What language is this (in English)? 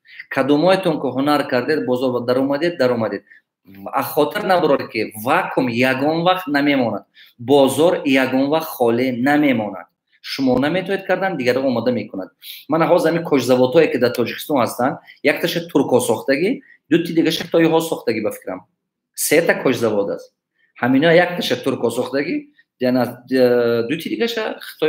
Tajik